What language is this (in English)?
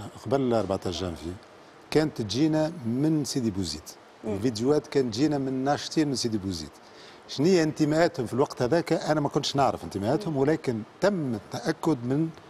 Tunisian Arabic